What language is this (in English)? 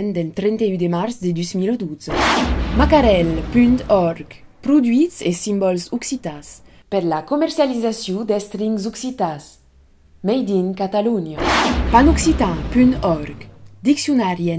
Occitan